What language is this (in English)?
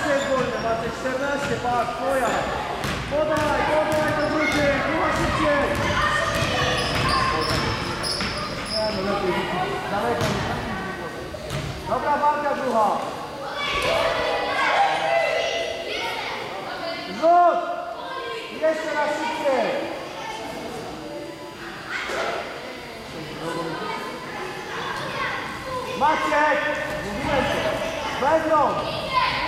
Polish